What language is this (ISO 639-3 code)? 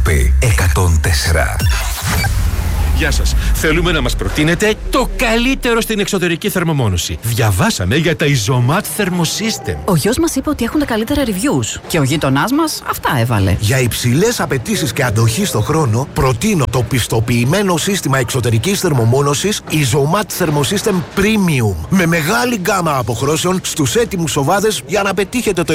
ell